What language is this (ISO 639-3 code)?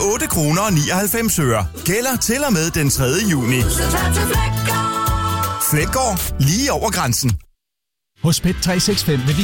dan